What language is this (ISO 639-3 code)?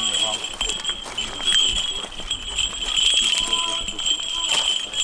ukr